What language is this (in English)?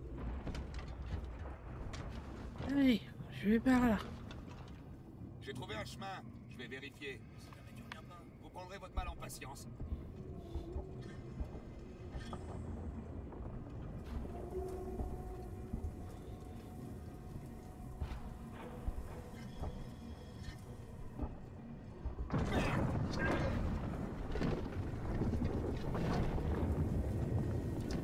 French